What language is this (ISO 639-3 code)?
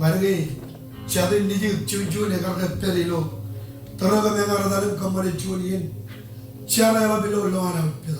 mah